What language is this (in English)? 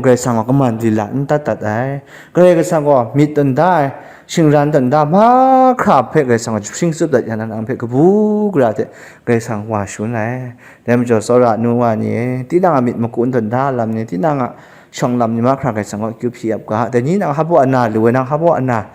Kachin